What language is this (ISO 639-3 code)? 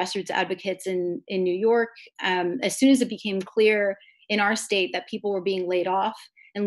eng